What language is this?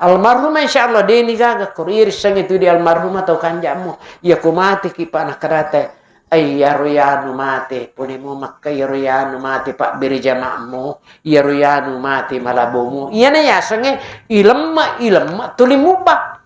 Buginese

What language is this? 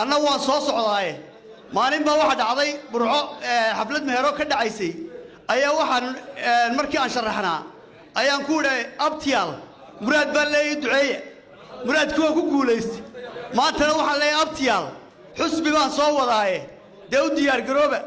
Somali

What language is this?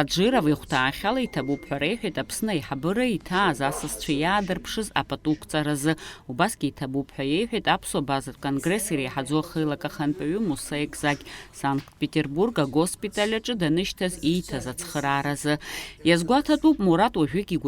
Abkhazian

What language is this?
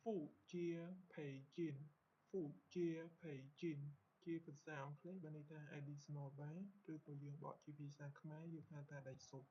Khmer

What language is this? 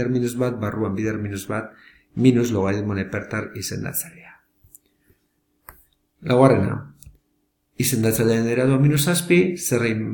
Basque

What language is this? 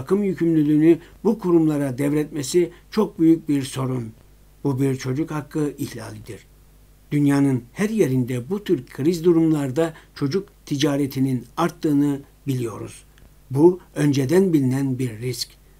Turkish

